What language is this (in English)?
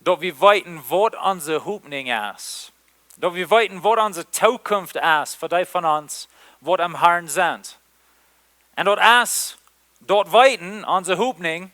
Plautdietsch